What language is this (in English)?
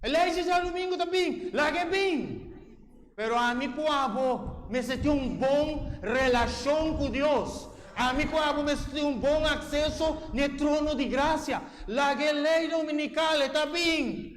Papiamento